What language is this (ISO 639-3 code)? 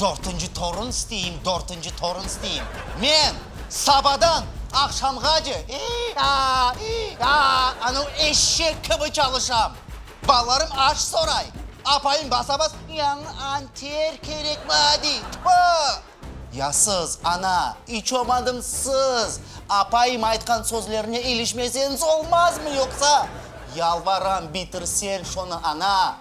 crh